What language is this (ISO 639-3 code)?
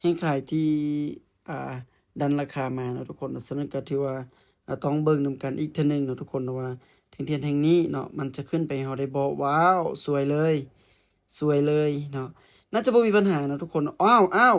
lao